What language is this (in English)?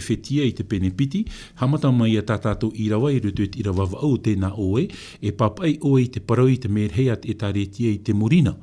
Tahitian